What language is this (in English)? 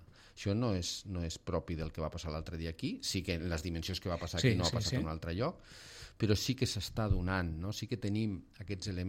Catalan